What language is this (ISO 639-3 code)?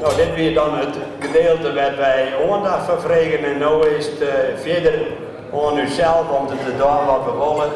fry